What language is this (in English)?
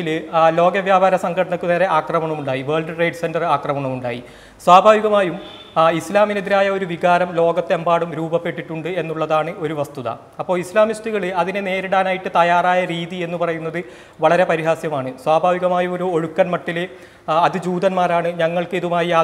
Malayalam